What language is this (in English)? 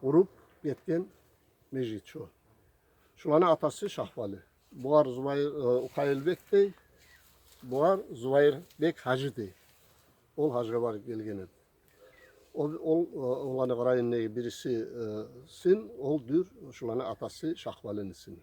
Kumyk